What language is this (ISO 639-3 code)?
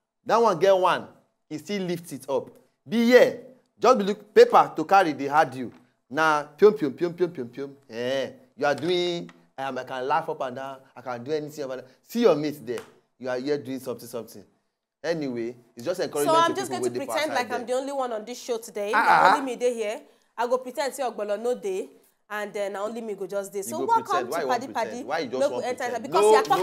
pcm